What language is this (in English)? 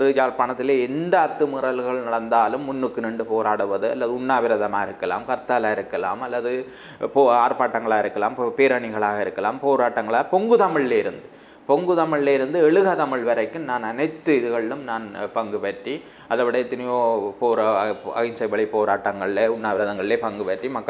Tamil